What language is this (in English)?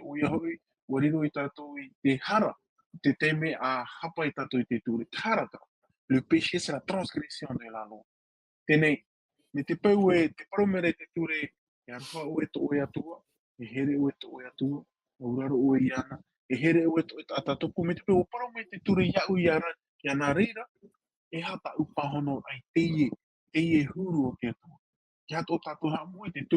Tahitian